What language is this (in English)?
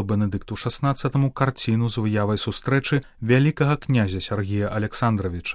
Belarusian